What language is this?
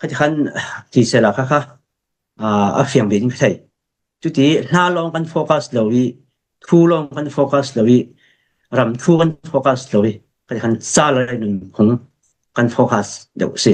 Falam Chin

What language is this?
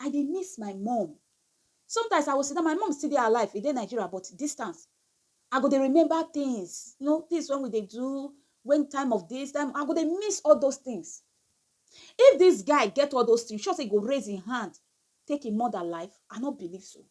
Nigerian Pidgin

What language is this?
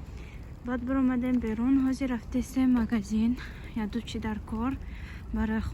Tajik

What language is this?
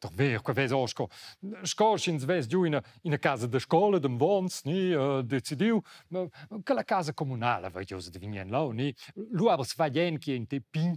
Romansh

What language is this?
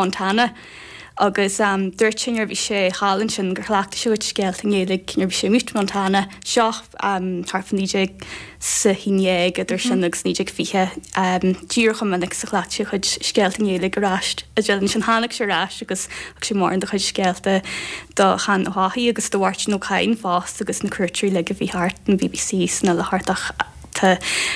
Irish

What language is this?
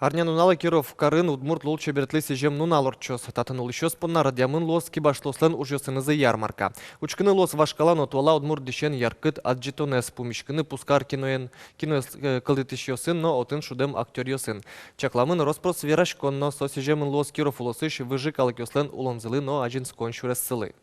Udmurt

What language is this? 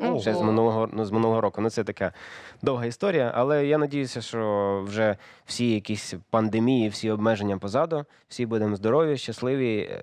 Ukrainian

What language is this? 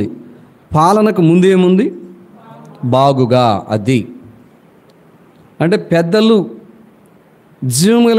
Telugu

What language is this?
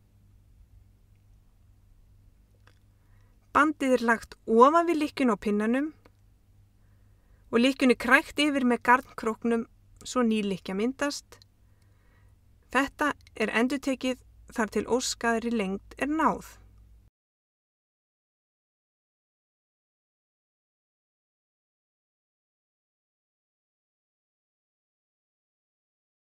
Icelandic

